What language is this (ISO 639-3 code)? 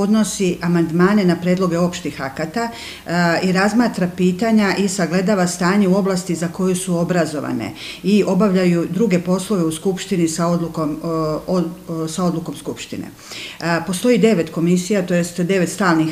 srp